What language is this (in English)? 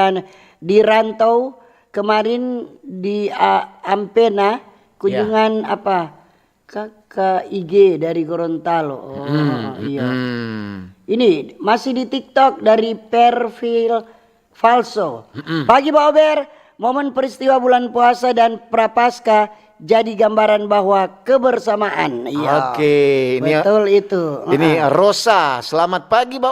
Manado Malay